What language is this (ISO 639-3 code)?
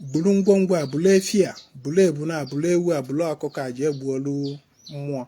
ibo